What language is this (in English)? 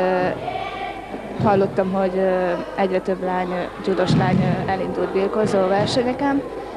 Hungarian